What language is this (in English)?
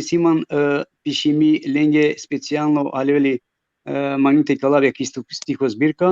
Balkan Romani